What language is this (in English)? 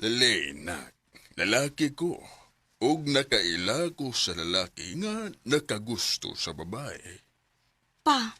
Cebuano